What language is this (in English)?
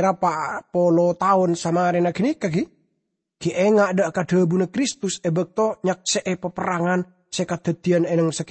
Madurese